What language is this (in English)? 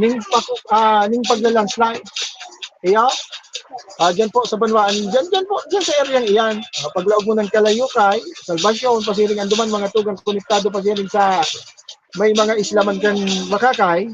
Bikol